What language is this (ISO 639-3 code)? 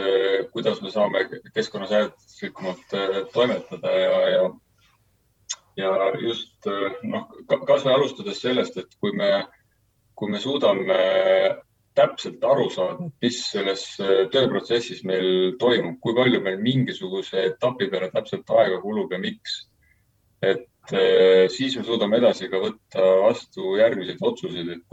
est